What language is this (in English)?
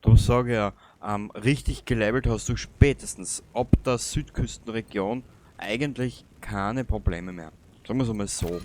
Bavarian